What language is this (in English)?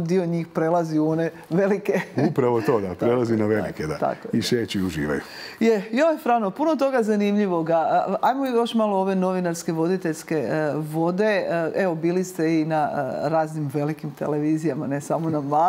Croatian